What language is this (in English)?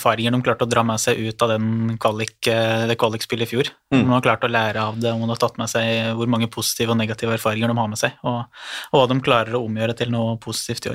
Norwegian